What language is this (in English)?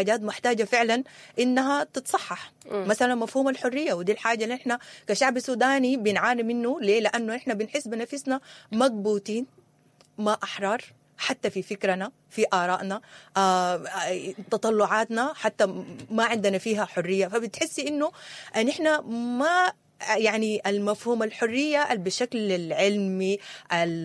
Sudanese Arabic